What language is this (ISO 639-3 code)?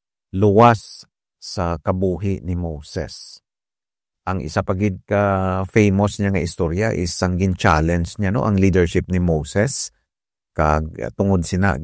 hil